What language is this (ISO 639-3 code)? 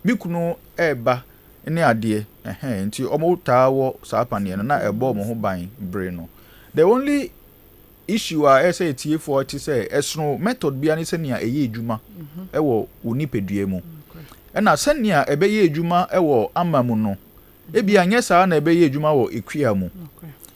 aka